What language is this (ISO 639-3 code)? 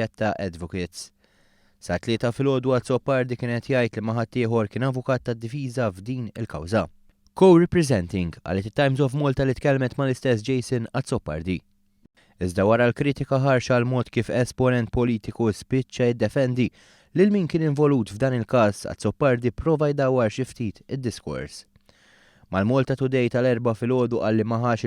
mlt